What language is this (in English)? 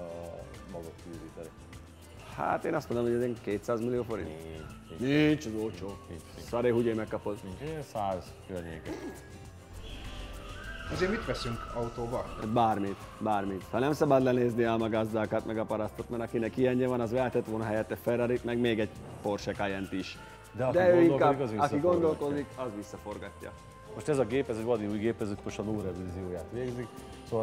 Hungarian